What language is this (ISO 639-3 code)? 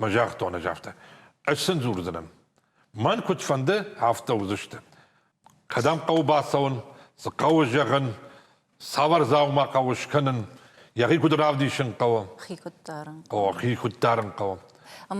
oss